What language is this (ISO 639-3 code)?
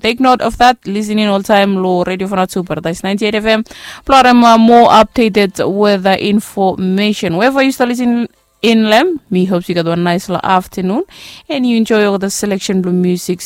bis